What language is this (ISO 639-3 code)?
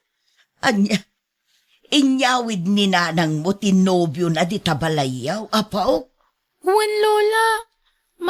ilo